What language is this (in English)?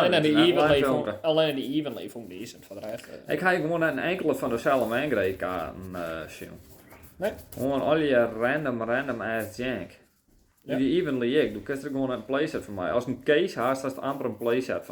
Western Frisian